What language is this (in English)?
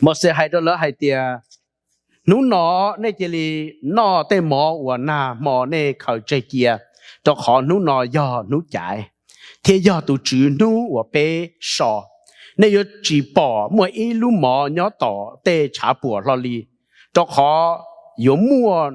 Hmong